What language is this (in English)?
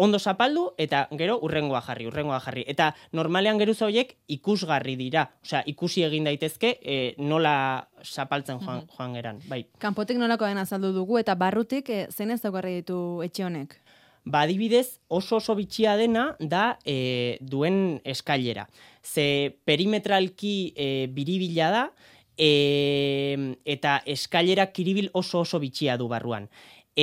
Basque